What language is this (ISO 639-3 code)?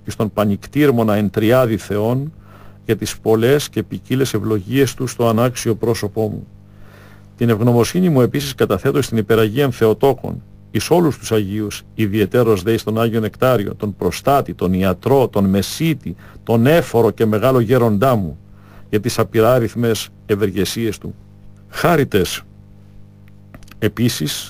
ell